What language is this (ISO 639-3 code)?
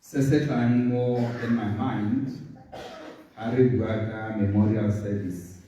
tsn